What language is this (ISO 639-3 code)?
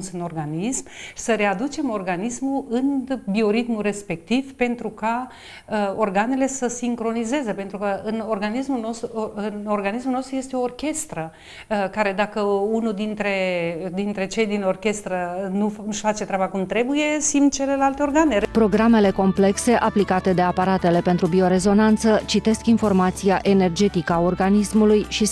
ron